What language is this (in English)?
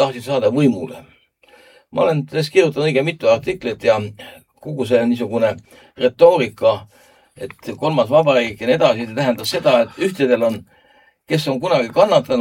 Estonian